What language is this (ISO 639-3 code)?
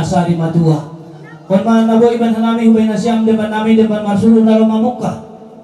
bts